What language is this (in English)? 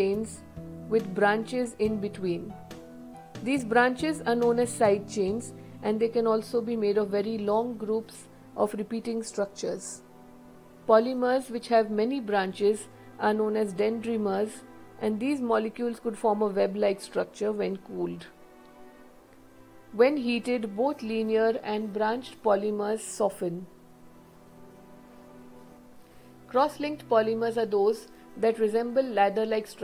English